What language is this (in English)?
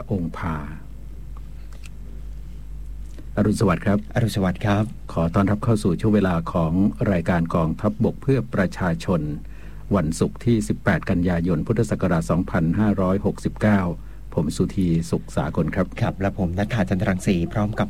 Thai